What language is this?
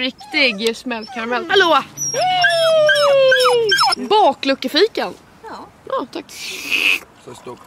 Swedish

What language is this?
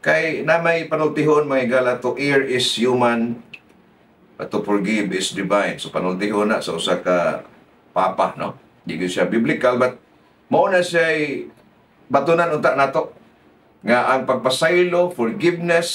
Cebuano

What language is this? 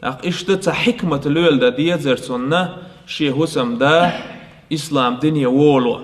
Chechen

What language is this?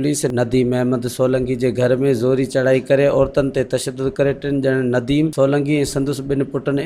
Sindhi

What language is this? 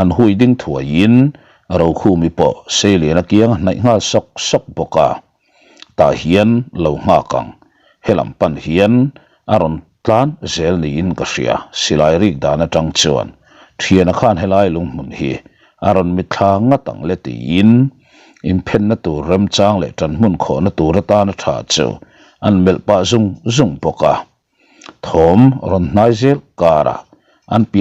Mizo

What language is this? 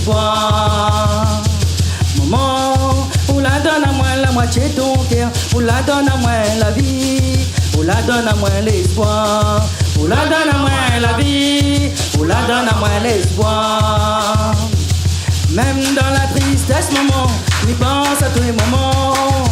Réunion Creole French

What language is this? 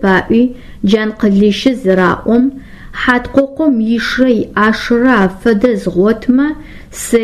Adyghe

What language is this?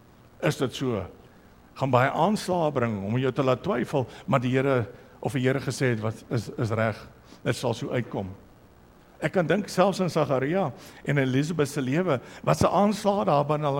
Afrikaans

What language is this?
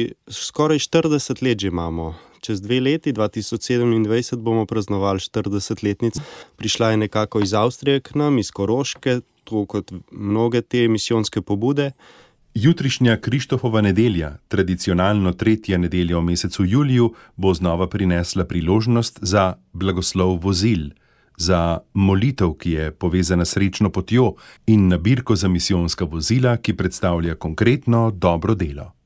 Slovenian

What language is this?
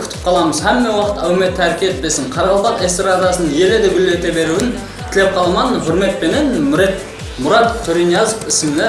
Kara-Kalpak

